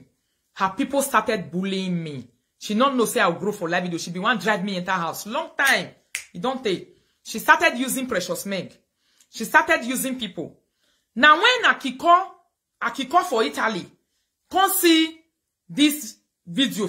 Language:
Nigerian Pidgin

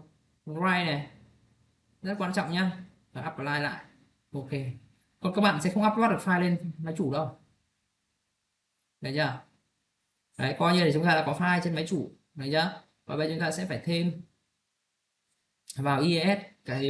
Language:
Vietnamese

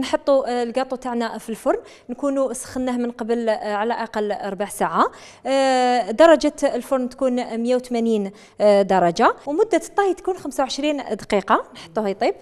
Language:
Algerian Arabic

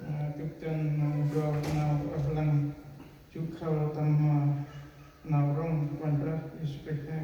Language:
Central Mnong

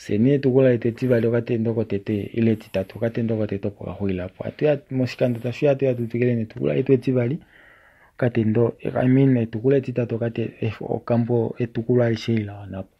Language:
Kuanyama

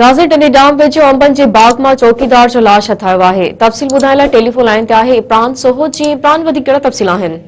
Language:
Sindhi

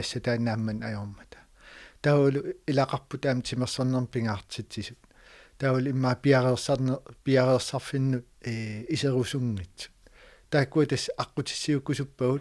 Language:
Kalaallisut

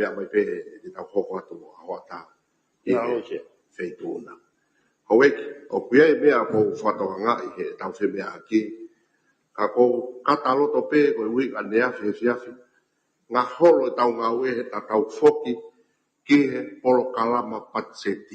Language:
Tongan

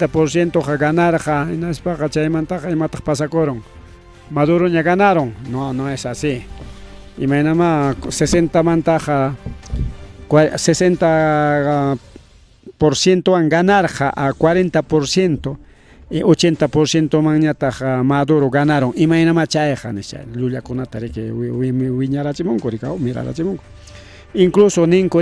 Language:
Ayacucho Quechua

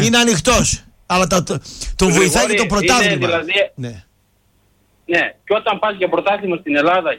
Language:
Greek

